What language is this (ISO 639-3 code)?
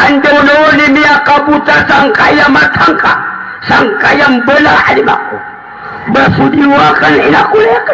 mrw